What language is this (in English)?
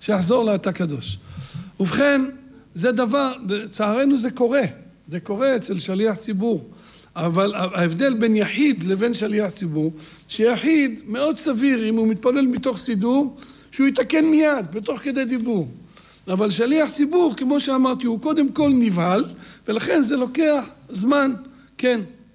Hebrew